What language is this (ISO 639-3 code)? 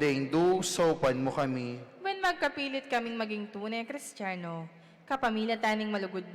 pam